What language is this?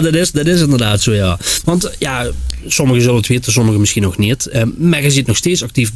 Limburgish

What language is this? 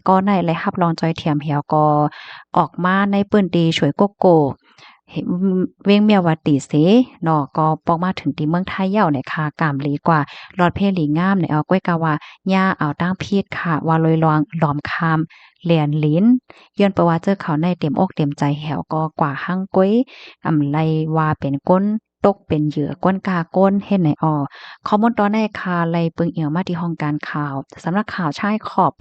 Shan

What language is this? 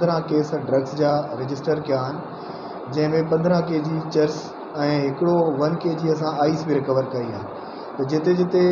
Sindhi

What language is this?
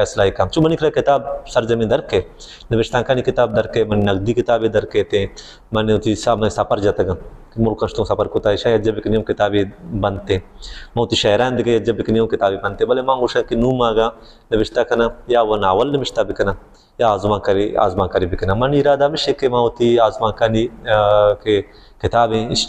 Baluchi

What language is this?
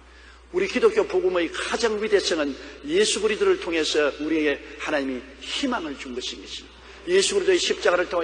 Korean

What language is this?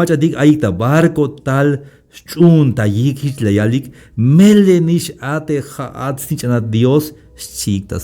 Tzeltal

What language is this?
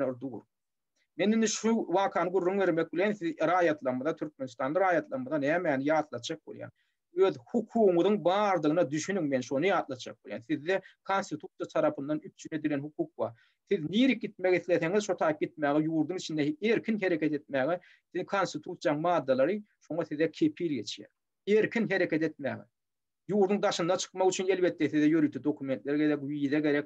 Turkmen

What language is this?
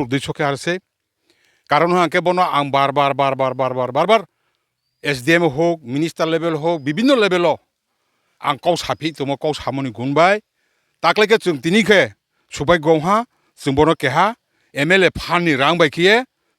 Riang (India)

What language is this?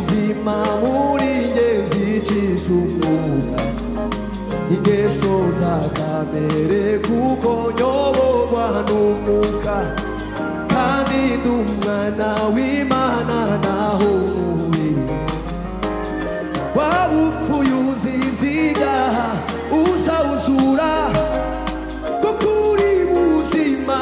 Kinyarwanda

